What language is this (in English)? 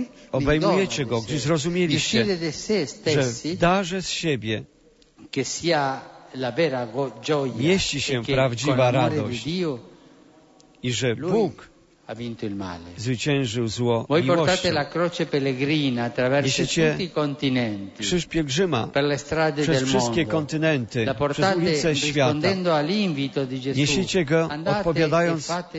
Polish